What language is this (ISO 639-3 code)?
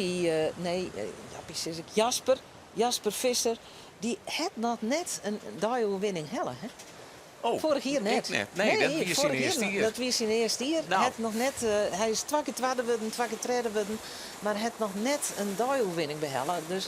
fry